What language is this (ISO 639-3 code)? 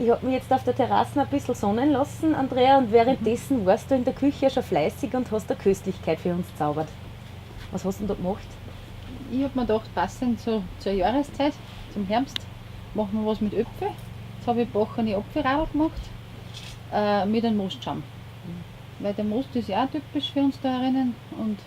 bar